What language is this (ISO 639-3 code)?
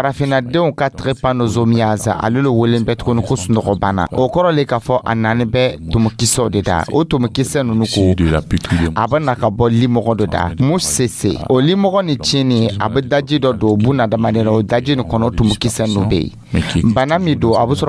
dyu